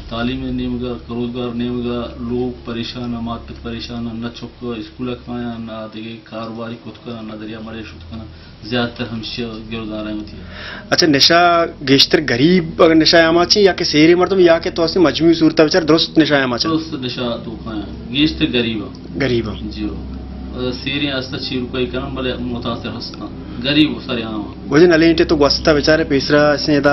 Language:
Baluchi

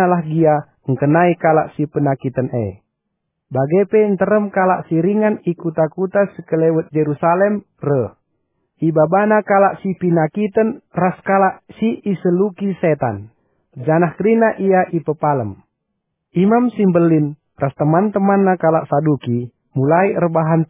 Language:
Batak Karo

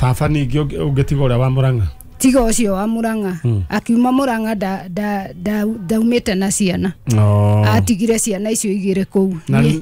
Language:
Kikuyu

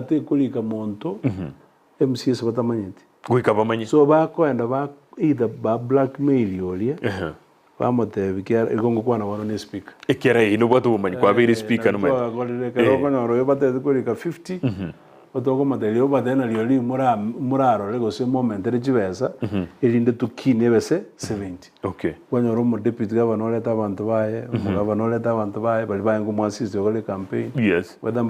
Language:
Gusii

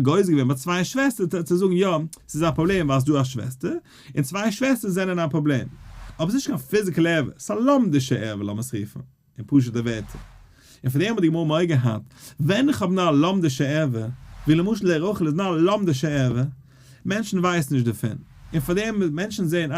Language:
Yiddish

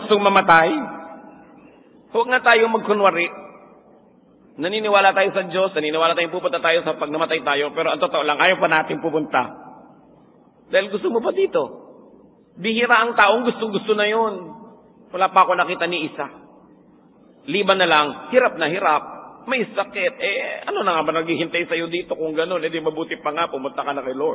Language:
Filipino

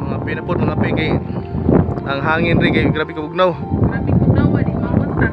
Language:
Cebuano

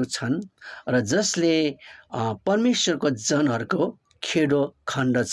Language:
Nepali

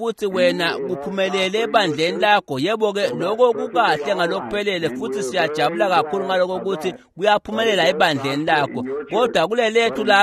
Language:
Swati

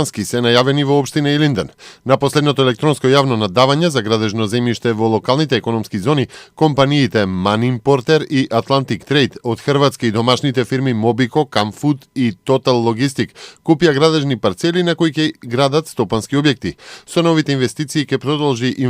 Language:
Macedonian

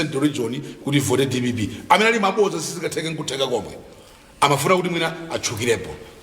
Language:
Nyanja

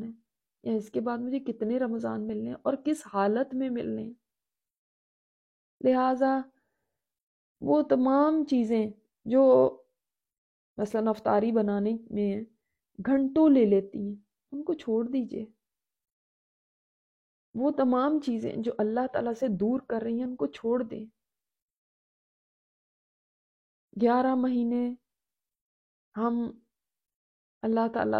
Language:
Urdu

